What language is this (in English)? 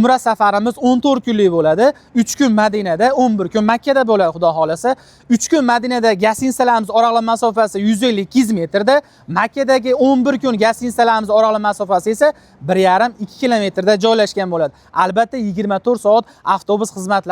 Uzbek